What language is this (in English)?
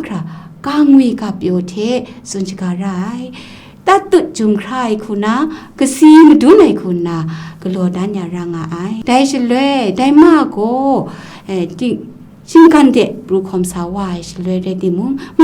Kachin